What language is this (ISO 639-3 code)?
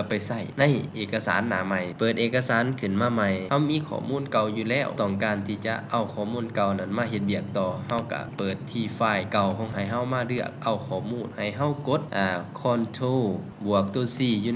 lao